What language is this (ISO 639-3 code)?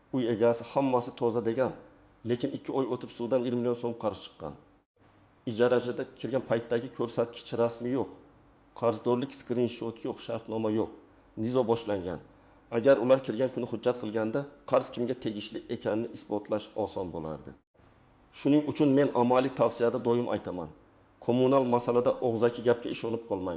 uzb